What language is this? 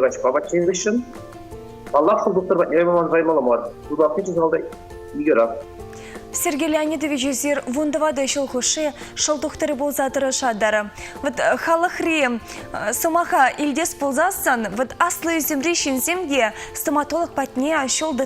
Chuvash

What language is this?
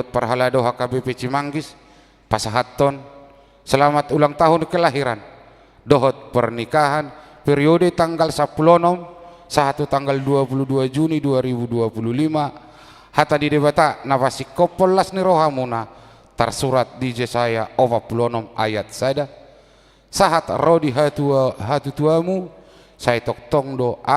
Batak Toba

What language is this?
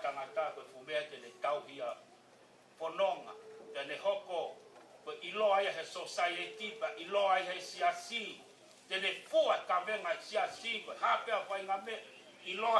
Tongan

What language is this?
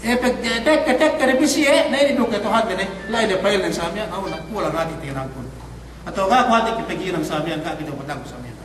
Yakan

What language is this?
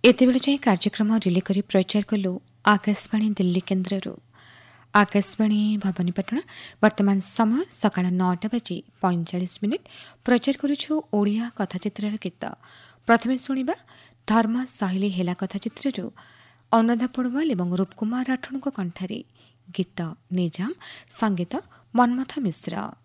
Odia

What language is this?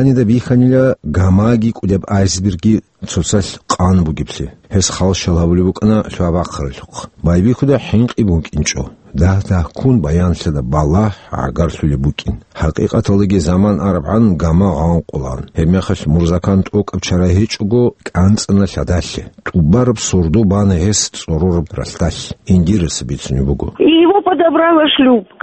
Avaric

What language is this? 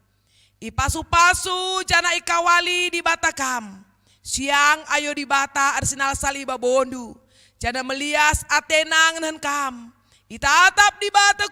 Batak Karo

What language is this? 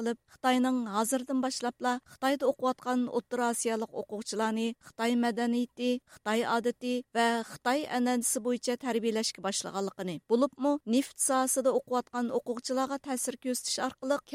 Uyghur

